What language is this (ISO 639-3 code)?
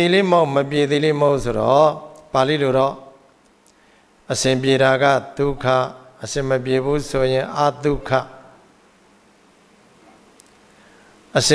mya